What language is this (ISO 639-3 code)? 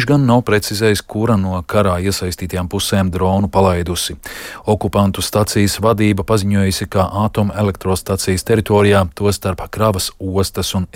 lav